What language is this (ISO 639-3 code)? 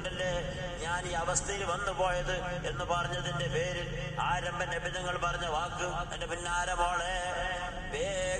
mal